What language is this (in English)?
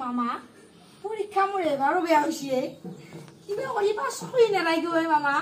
Assamese